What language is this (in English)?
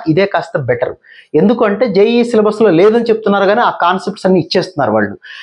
Telugu